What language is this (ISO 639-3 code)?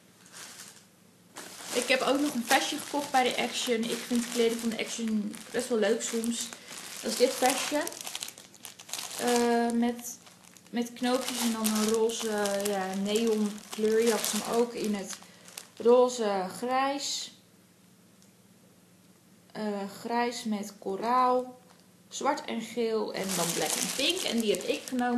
nld